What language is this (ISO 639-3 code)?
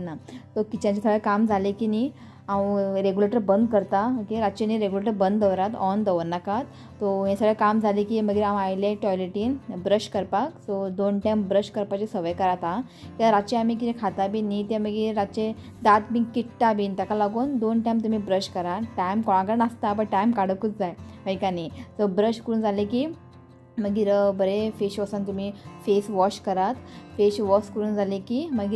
kok